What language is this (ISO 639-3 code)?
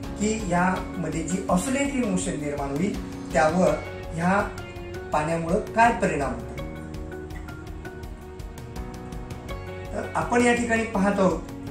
mar